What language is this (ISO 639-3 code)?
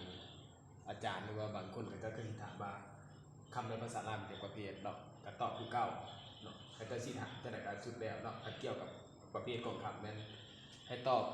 lao